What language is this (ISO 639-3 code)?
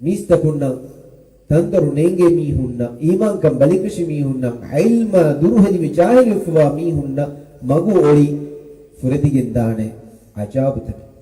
div